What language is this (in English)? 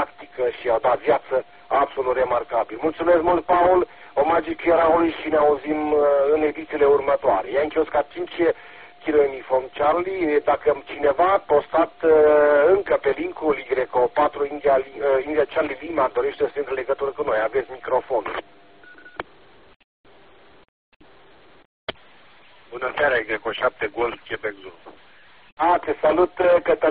Romanian